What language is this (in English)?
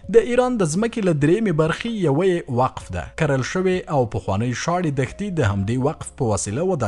Pashto